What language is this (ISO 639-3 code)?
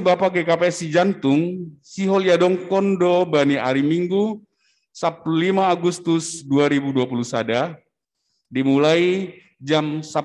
bts